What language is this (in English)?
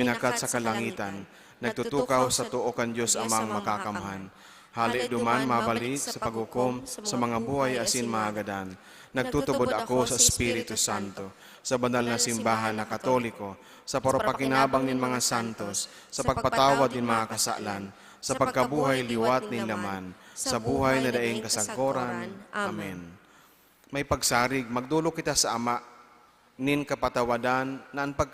Bikol